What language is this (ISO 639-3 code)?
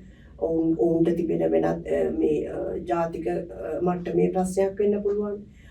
sin